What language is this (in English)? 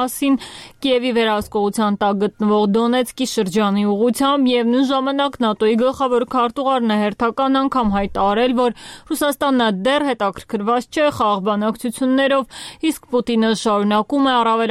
Armenian